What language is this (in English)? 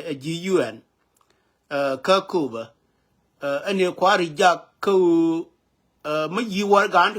Nuer